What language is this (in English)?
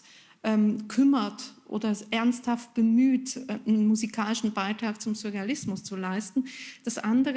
German